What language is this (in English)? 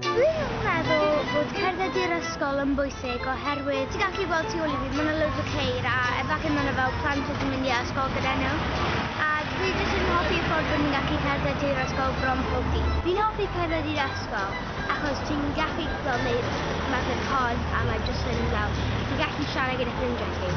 Welsh